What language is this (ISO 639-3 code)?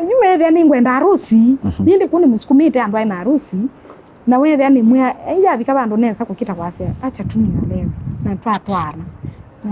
kam